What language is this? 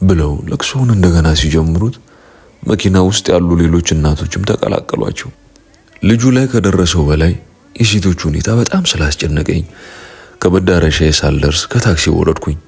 Amharic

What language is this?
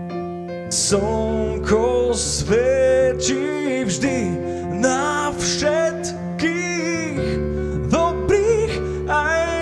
Slovak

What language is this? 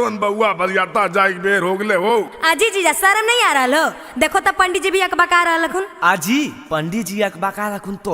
Magahi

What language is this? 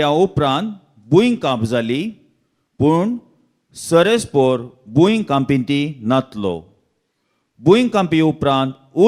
Konkani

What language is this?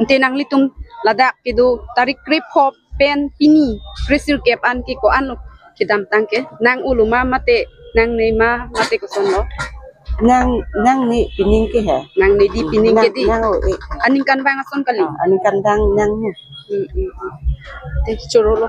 Karbi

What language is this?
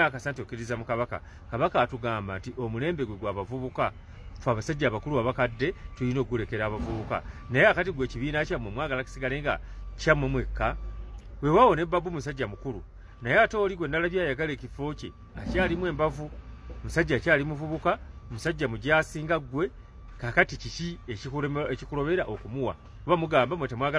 Ganda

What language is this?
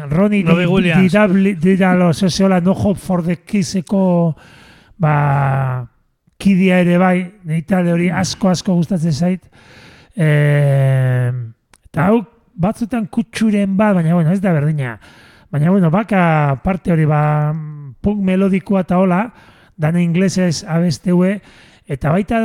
Basque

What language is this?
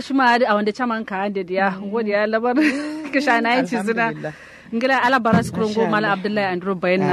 Kanuri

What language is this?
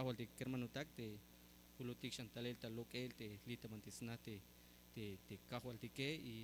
Tzeltal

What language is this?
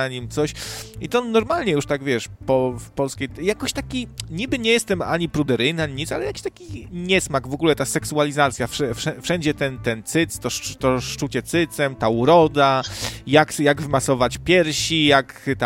Polish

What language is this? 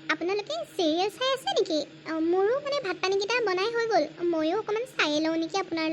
Assamese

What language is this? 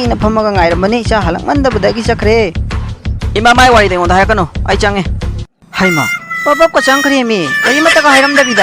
Manipuri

